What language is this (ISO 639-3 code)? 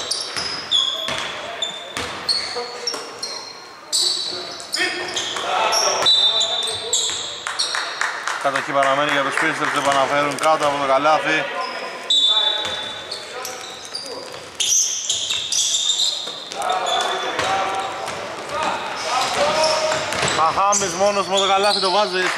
ell